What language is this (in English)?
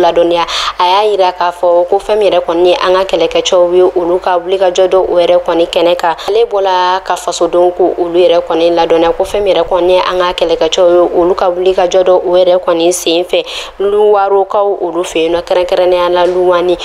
Bambara